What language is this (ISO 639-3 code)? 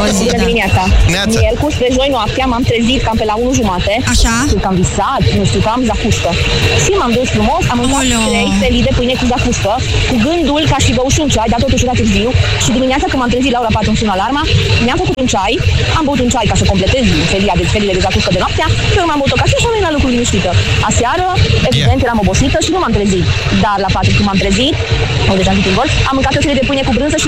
ron